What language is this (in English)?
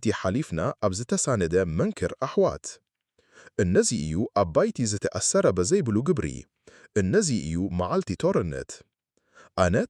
Tigrinya